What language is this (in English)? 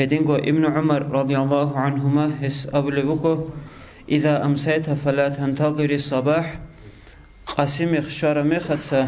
Avaric